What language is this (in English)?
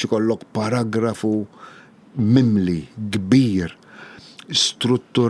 Maltese